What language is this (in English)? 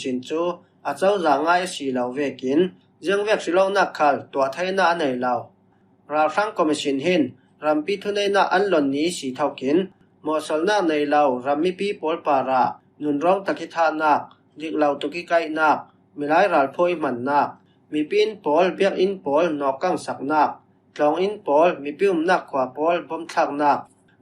Falam Chin